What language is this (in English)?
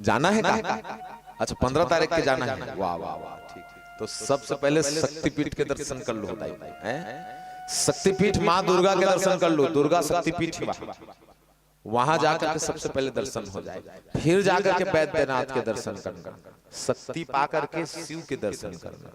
Chhattisgarhi